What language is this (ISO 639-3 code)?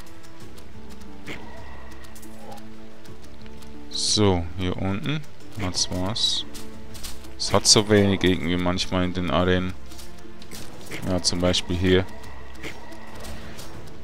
deu